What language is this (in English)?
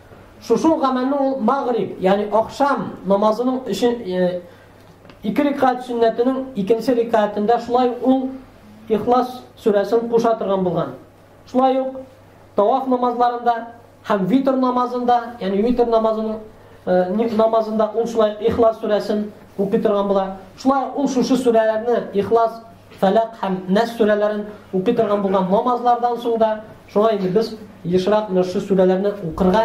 Tatar